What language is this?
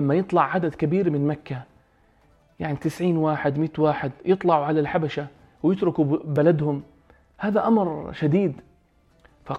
North Levantine Arabic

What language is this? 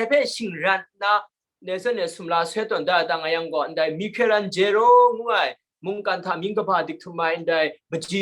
Kachin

